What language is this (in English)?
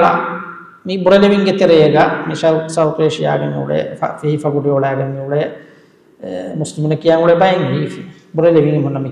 Divehi